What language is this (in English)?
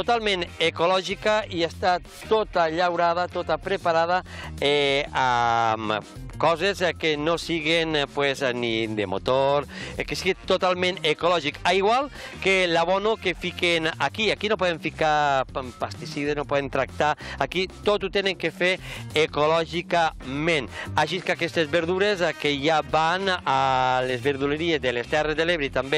Catalan